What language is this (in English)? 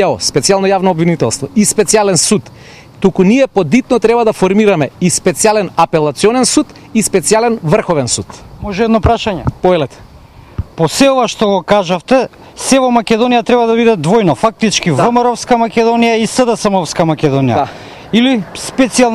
Macedonian